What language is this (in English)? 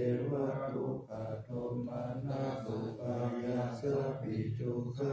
Pali